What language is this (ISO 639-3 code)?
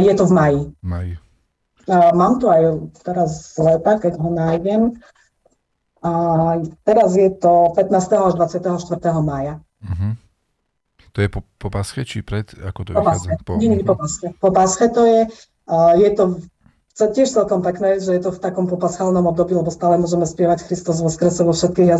slk